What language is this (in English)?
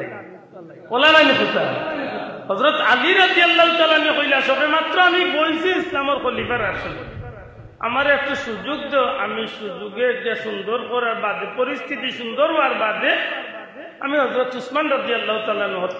Sylheti